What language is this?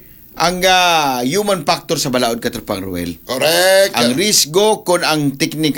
Cebuano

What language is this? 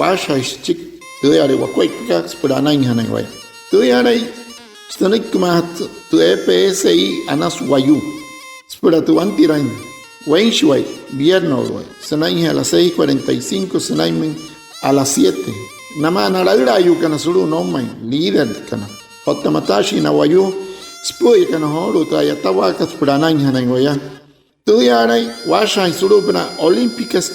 Wayuu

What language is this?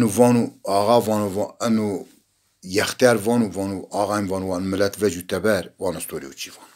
Zaza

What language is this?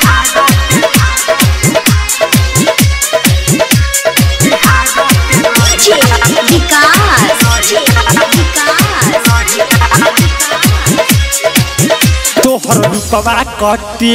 Bhojpuri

